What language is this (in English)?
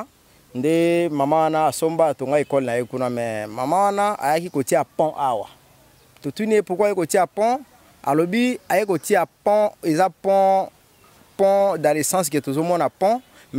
Lingala